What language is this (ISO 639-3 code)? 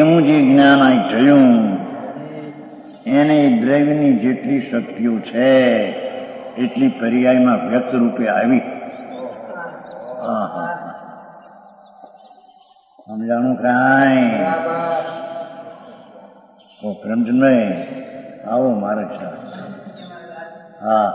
guj